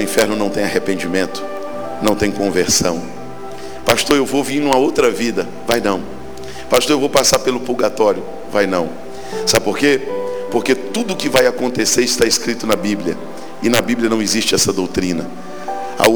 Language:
Portuguese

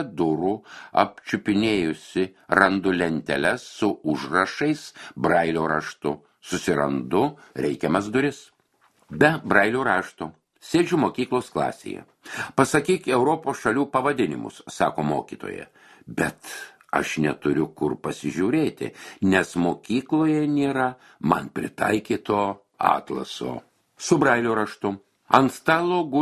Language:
Lithuanian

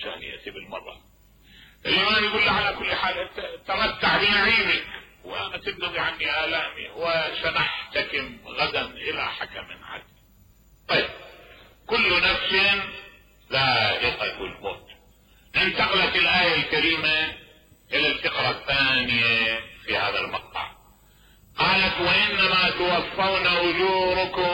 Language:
Mesopotamian Arabic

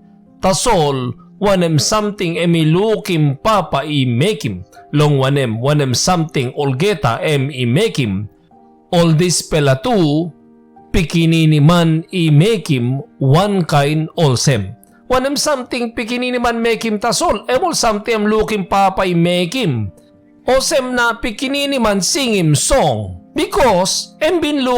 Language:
Tok Pisin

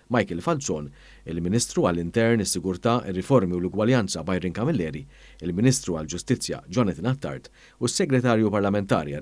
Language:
Maltese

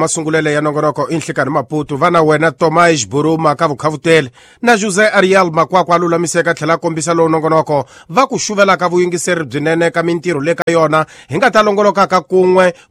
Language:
Tsonga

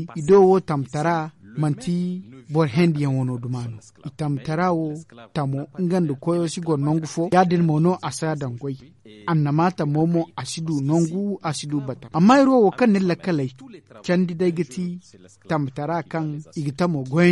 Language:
Zarma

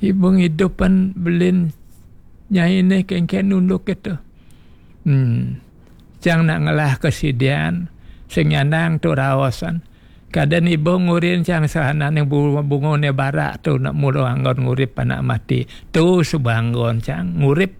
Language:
Balinese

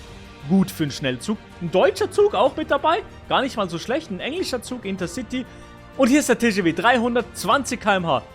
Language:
Swiss German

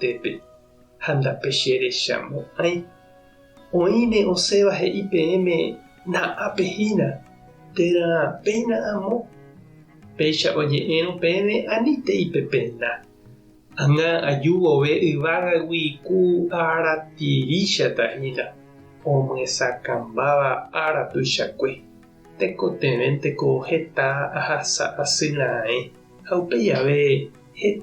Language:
Guarani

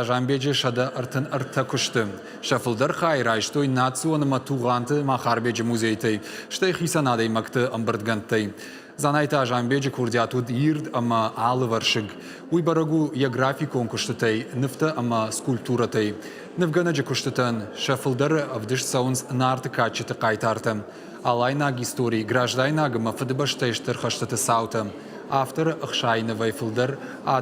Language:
Ossetic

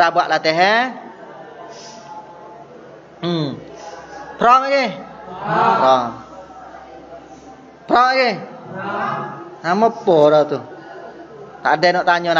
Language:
Malay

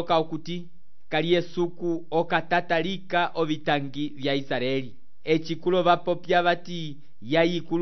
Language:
Umbundu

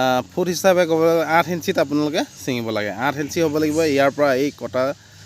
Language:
Assamese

